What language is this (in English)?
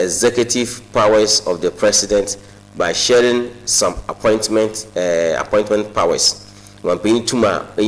Akan